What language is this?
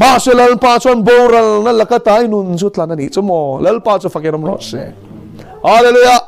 Mizo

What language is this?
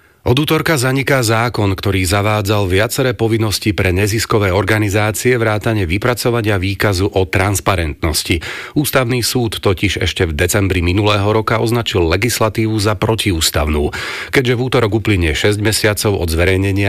Slovak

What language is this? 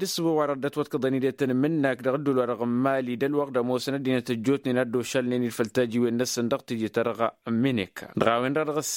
Tamasheq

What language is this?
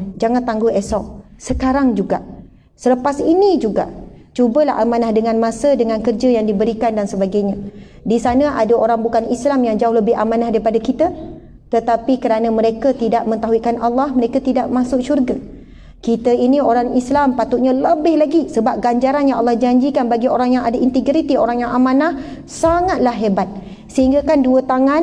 Malay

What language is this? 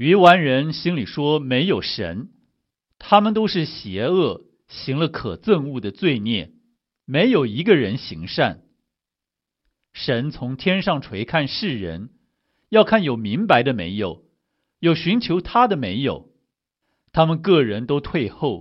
Chinese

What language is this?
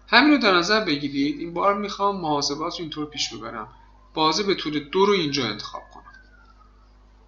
Persian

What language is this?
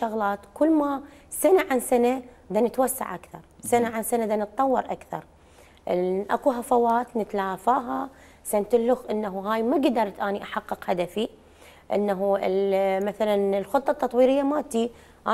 Mesopotamian Arabic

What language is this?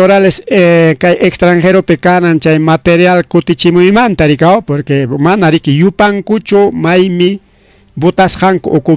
Ayacucho Quechua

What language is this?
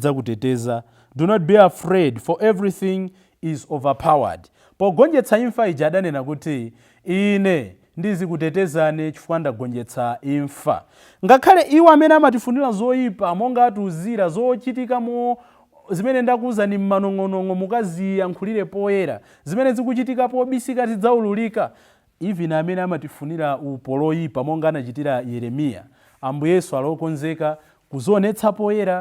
Nyanja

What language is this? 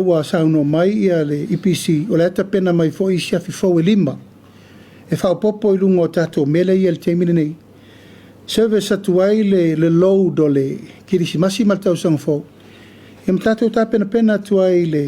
Samoan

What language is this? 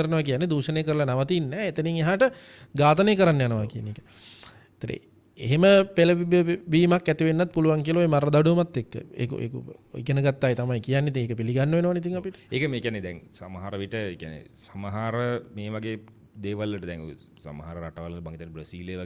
Sinhala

